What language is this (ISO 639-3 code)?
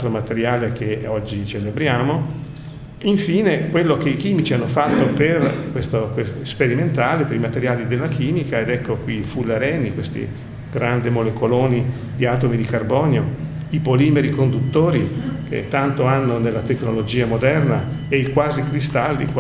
ita